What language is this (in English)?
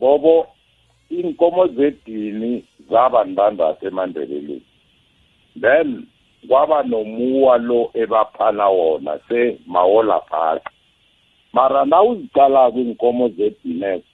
South Ndebele